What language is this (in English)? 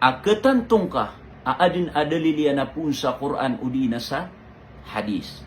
Maranao